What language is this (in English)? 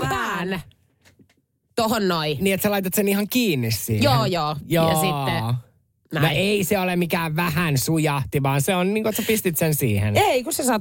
Finnish